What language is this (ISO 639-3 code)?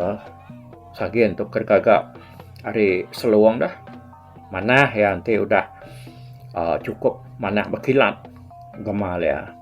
iba